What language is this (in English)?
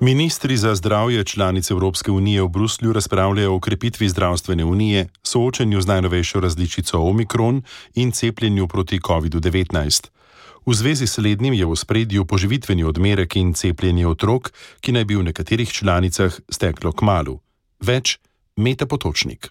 Slovenian